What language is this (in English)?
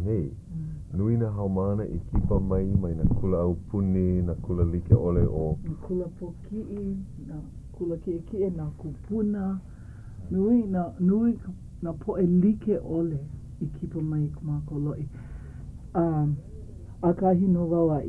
Hawaiian